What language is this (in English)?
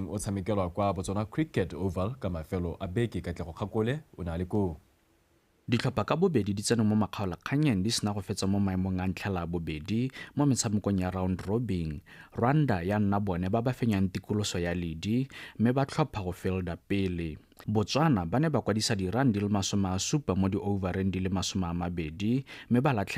Tswana